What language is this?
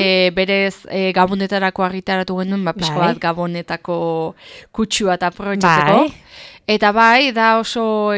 Basque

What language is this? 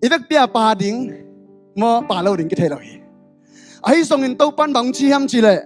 Tedim Chin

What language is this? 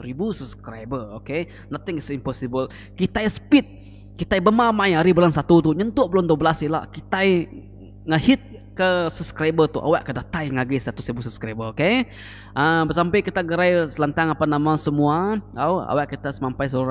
Iban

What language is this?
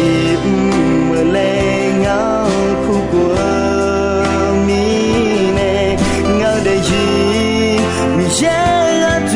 Akha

